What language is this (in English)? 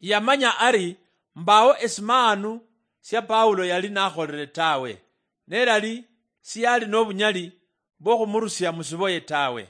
Luyia